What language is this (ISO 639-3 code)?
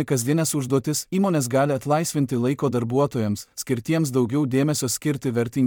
lit